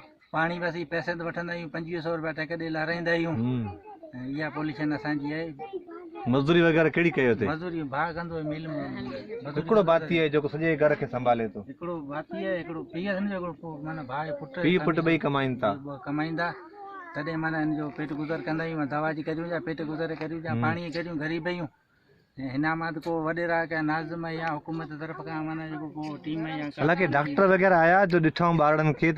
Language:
Sindhi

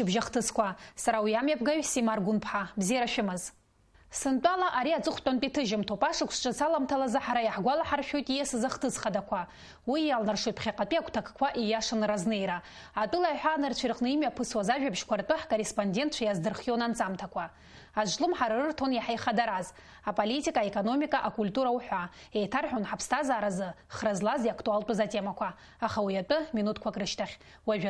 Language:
Abkhazian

